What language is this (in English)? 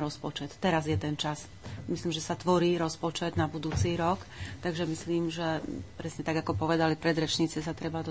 Slovak